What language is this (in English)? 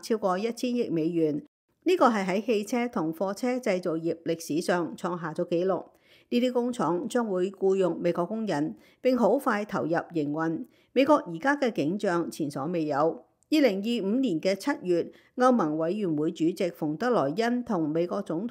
Cantonese